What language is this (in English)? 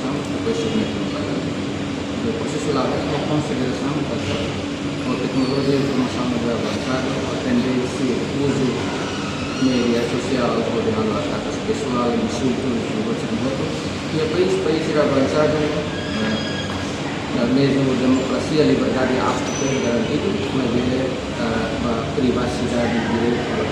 Tetum